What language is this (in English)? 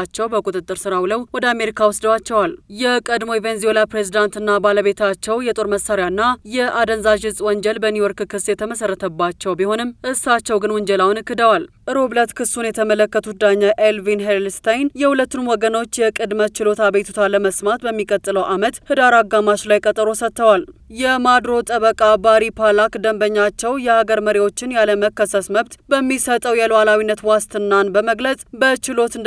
Amharic